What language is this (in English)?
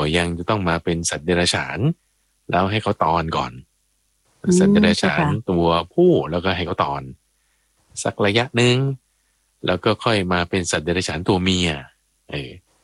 Thai